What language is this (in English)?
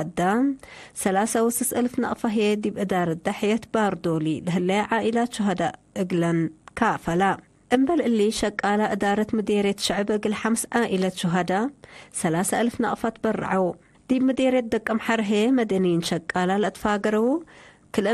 Tigre